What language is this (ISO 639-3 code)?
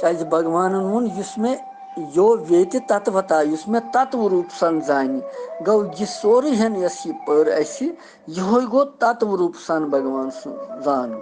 kas